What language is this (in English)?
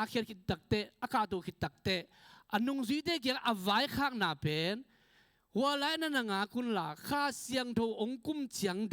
Tedim Chin